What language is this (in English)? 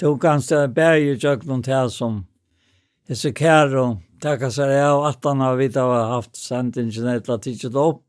Faroese